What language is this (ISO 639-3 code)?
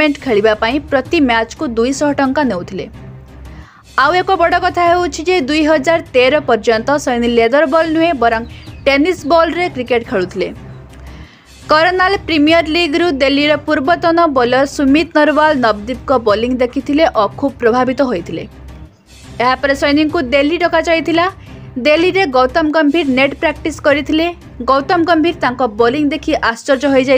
ori